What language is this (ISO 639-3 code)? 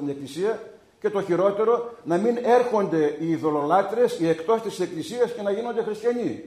ell